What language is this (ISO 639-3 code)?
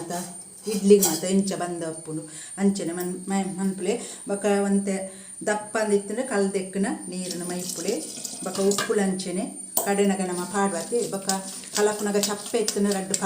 tcy